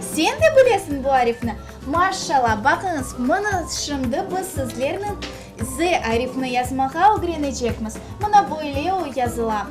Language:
Crimean Tatar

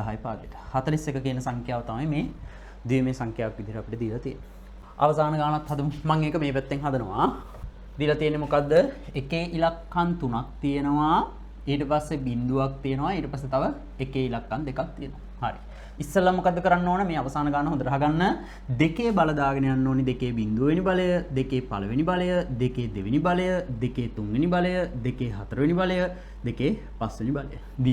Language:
Sinhala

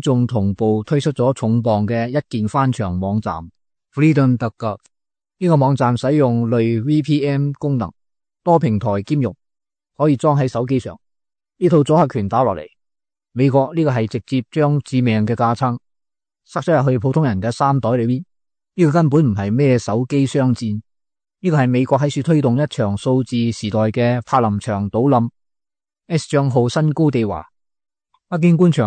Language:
Cantonese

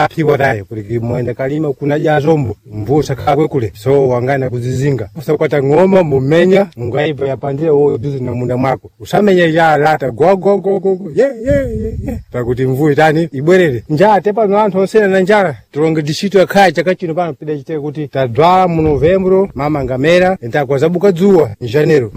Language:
Sena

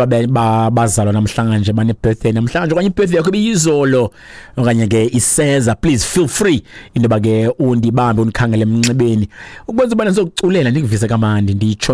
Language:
Xhosa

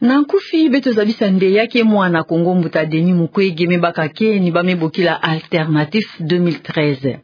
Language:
Kituba (Democratic Republic of Congo)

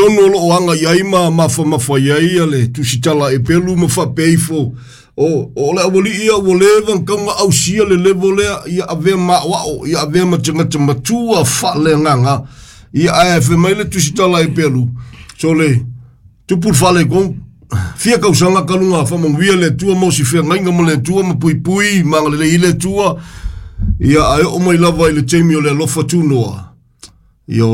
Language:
Samoan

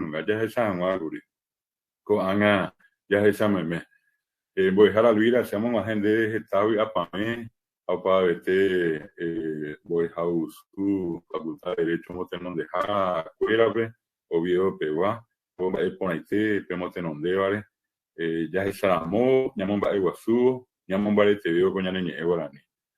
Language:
Guarani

